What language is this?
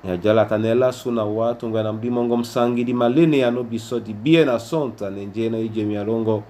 Duala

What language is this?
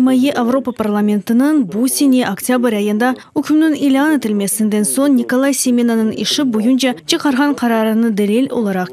Crimean Tatar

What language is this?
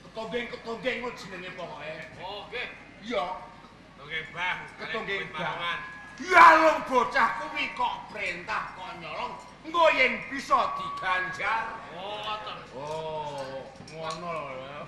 Javanese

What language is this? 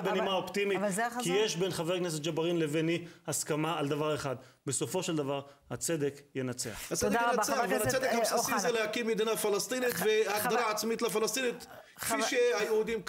Hebrew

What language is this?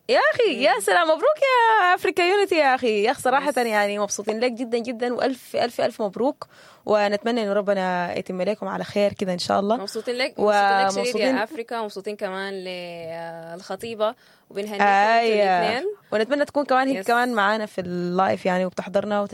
Sudanese Arabic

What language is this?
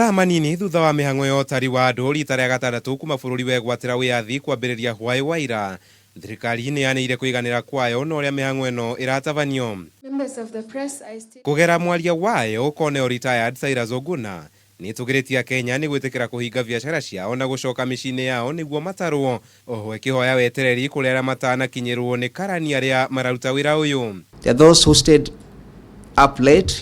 Kikuyu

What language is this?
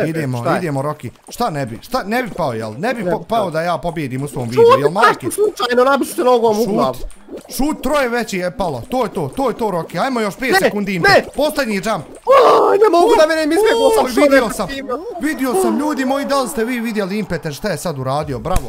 Bosnian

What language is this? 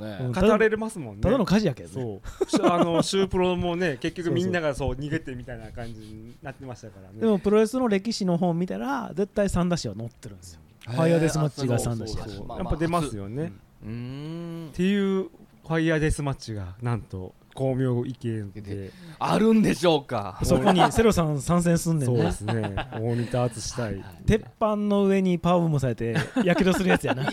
Japanese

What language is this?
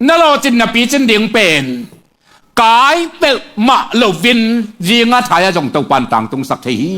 Tedim Chin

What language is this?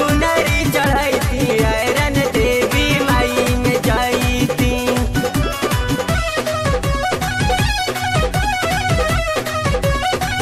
Bhojpuri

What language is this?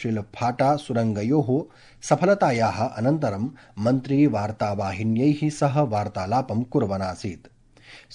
Sanskrit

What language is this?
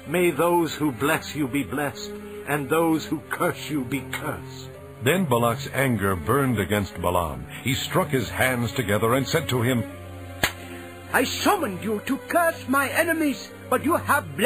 English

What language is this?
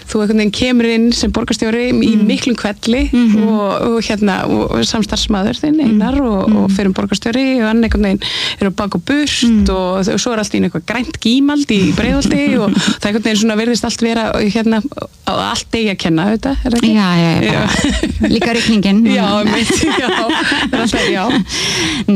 Icelandic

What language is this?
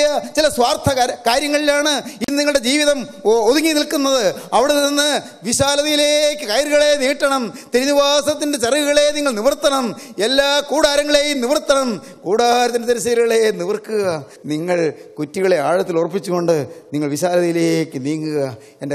Malayalam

